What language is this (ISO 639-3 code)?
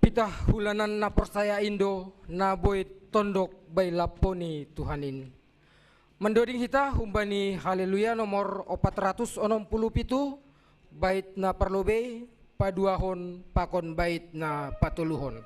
bts